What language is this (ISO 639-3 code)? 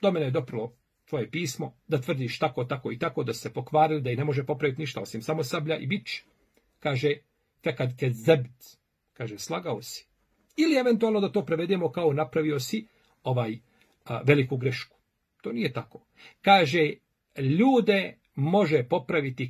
bos